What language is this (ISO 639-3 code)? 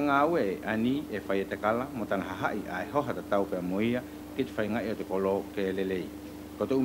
wls